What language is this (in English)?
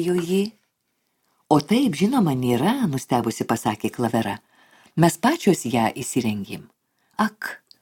Lithuanian